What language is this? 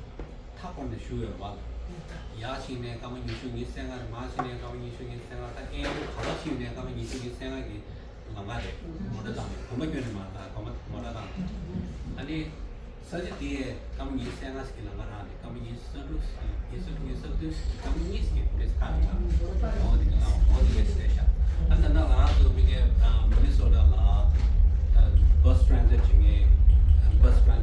Tibetan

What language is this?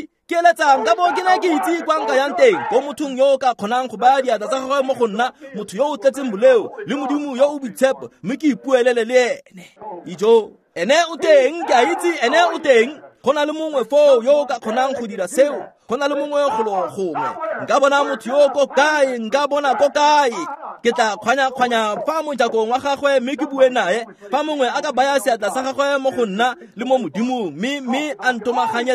Tswana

